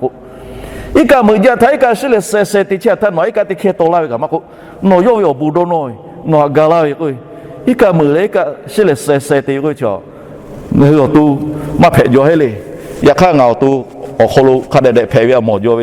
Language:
Lahu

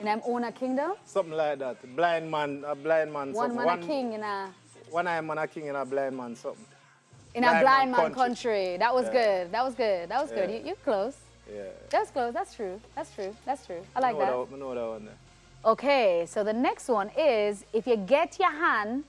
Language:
Jamaican Creole English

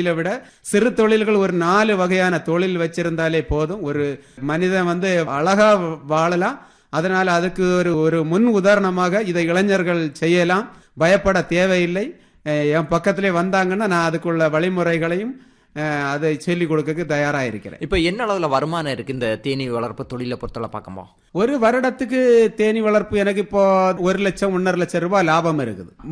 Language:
Tamil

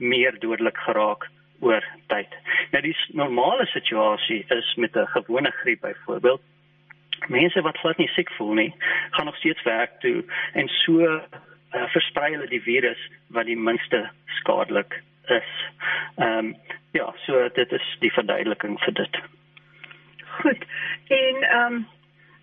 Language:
Afrikaans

